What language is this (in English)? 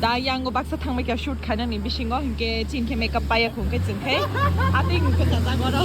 Kok Borok